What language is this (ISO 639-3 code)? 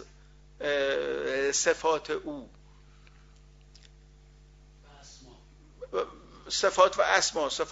fas